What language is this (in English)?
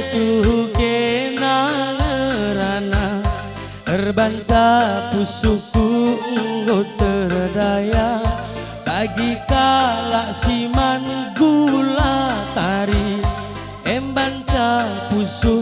Batak Karo